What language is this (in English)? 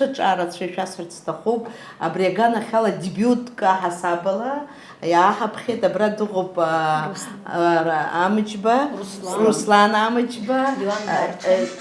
Abkhazian